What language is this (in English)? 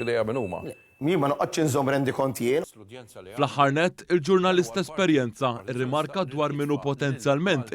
Maltese